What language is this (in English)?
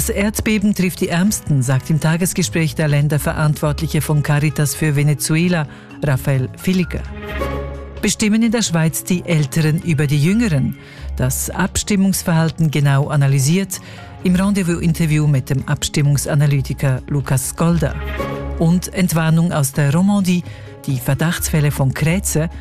German